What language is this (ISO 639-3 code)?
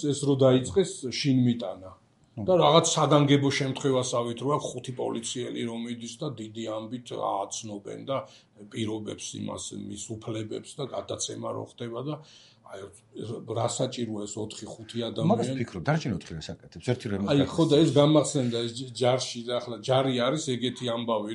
kat